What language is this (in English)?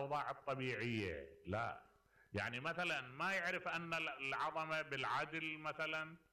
Mesopotamian Arabic